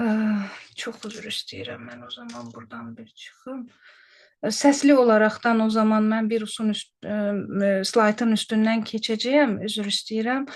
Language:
Azerbaijani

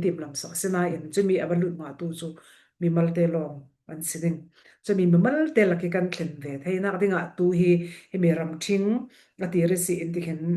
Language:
Falam Chin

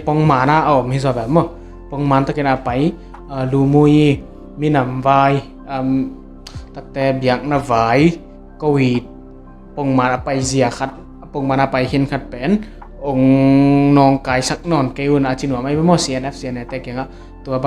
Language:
Tedim Chin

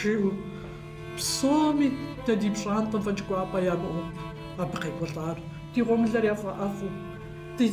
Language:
Kabardian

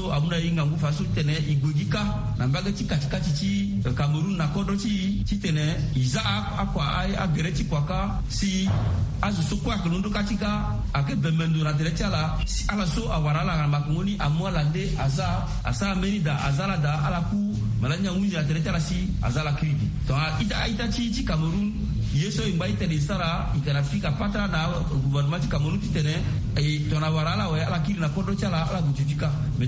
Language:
Sango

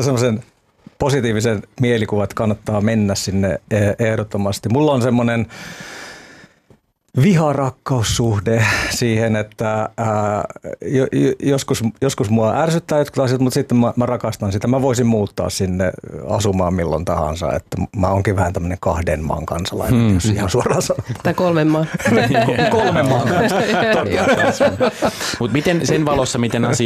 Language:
Finnish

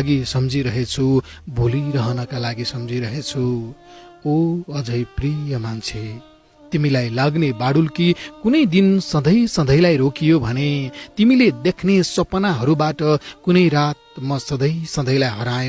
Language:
Nepali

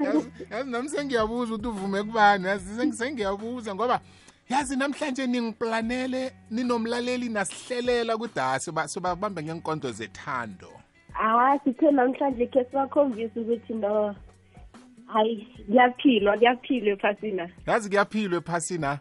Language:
South Ndebele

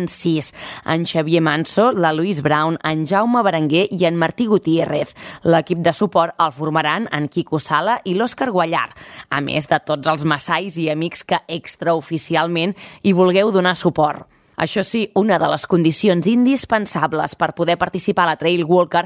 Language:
Catalan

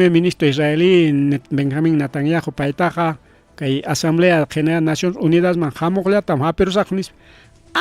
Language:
Ayacucho Quechua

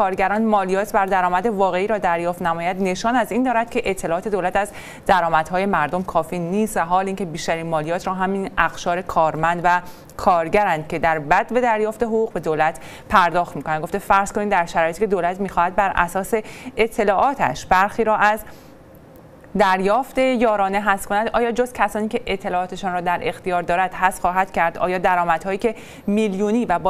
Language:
Persian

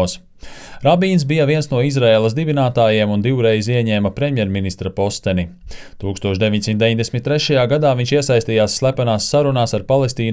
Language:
Latvian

